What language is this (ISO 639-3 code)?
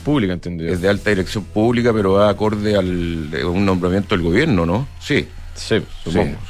spa